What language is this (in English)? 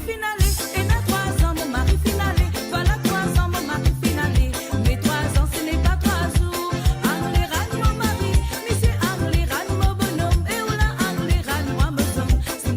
Morisyen